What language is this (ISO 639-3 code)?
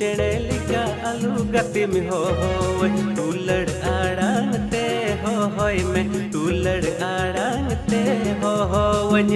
sat